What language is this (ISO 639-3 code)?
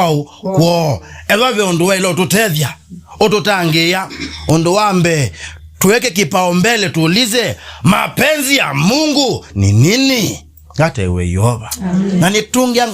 kam